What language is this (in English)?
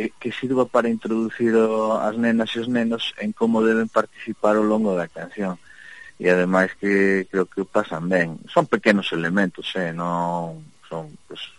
Galician